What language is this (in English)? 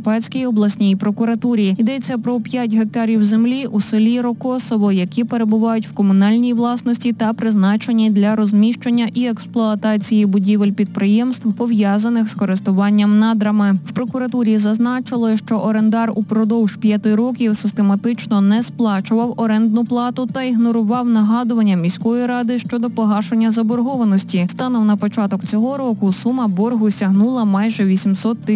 Ukrainian